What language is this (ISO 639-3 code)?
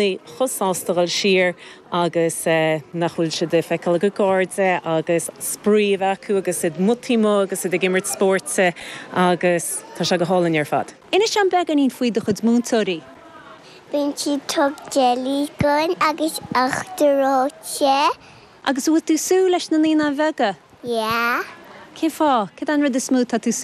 gle